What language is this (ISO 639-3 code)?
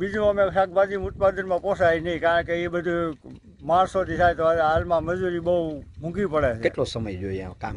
guj